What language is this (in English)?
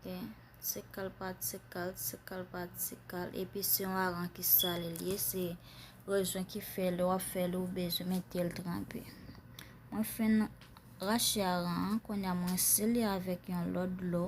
Haitian Creole